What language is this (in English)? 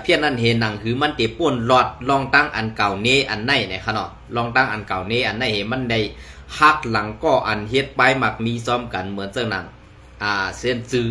Shan